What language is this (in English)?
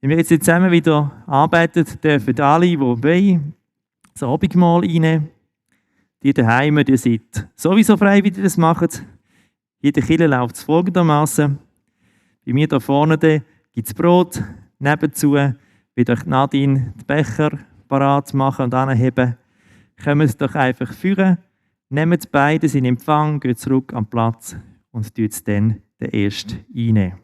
Swiss German